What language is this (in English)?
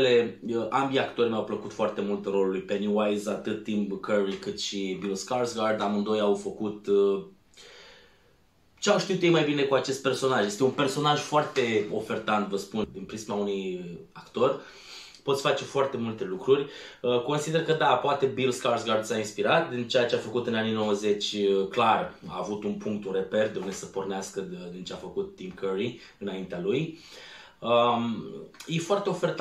Romanian